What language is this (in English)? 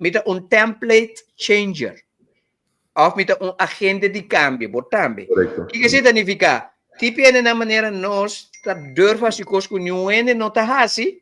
Papiamento